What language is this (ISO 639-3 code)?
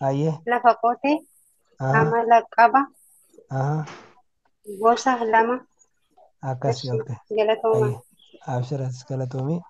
orm